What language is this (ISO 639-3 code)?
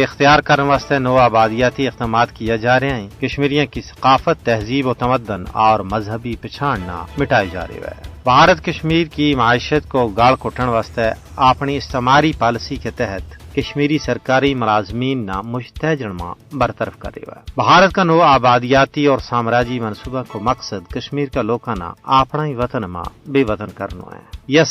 gju